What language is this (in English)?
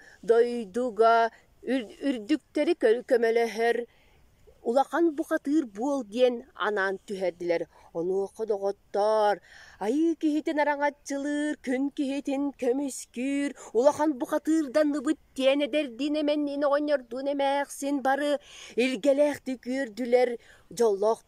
Yakut